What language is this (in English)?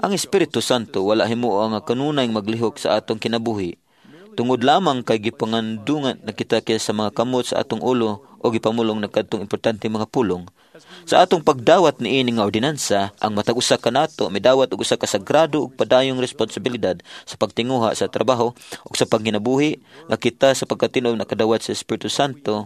Cebuano